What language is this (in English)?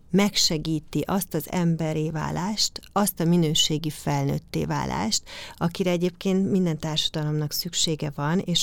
Hungarian